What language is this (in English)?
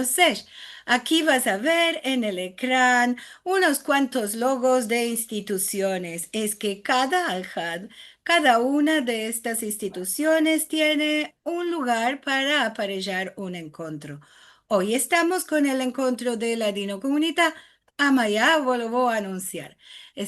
Ladino